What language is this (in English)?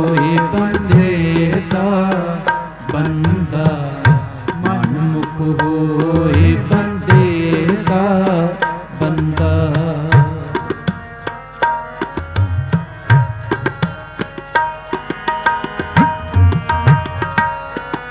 Punjabi